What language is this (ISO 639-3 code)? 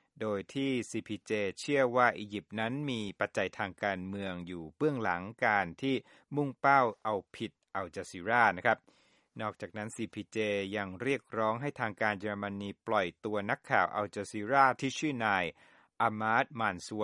tha